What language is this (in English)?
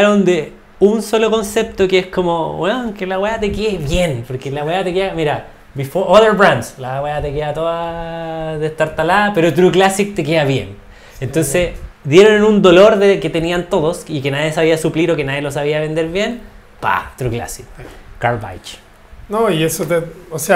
Spanish